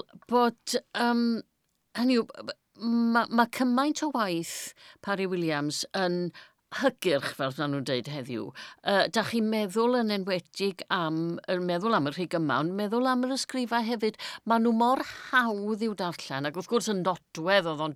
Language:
Welsh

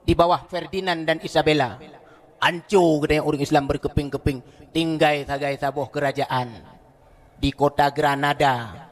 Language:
Achinese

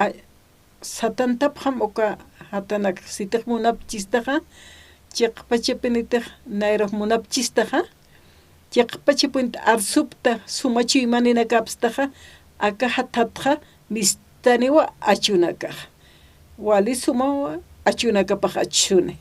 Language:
Aymara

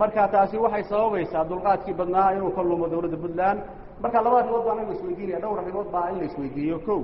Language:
Somali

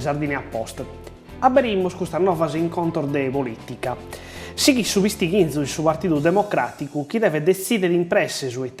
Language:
Sardinian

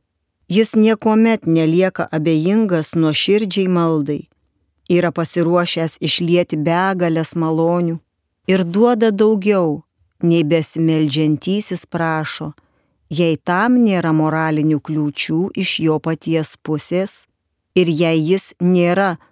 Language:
Lithuanian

